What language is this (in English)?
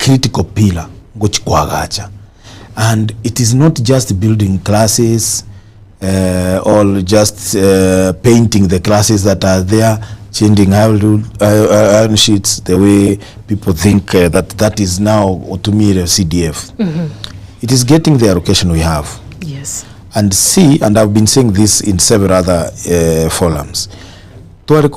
Gusii